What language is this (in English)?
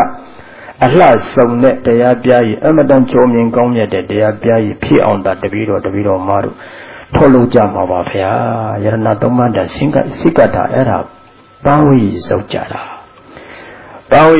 Burmese